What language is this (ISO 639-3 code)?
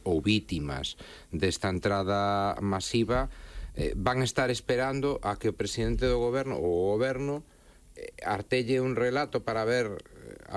glg